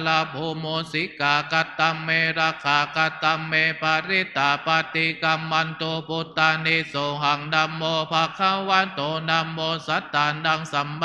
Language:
Pali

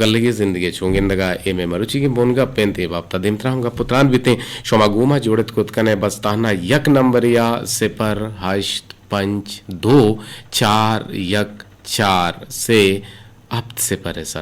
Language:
Eastern Balochi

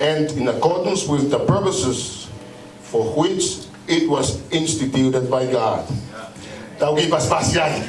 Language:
Tongan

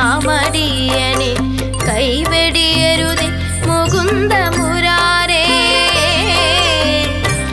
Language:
Malayalam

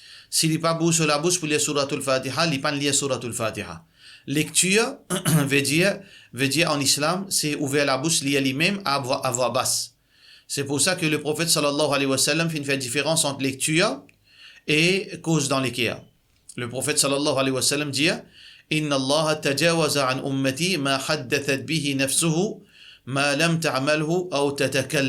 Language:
Morisyen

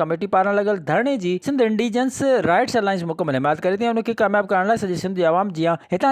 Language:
Sindhi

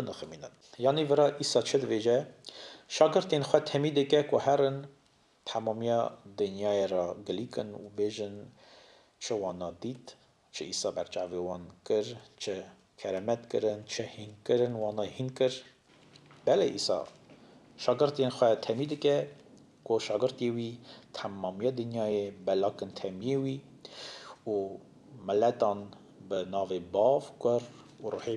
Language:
Kurdish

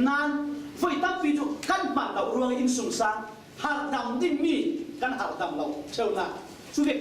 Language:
Falam Chin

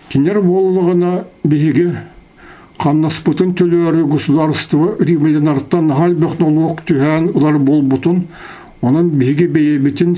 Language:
Yakut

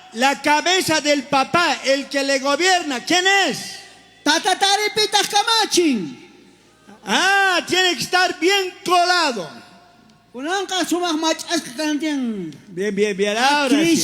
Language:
South Bolivian Quechua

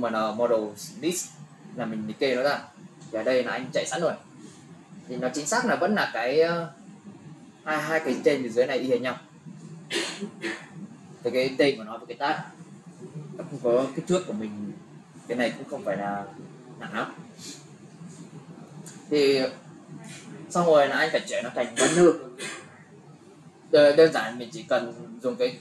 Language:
Vietnamese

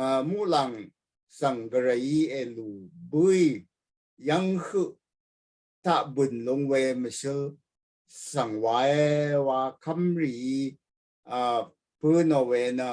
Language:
Rawang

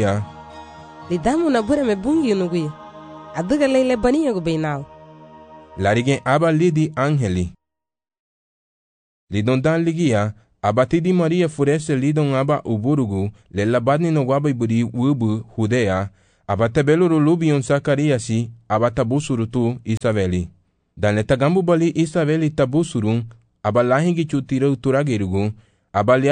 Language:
Garifuna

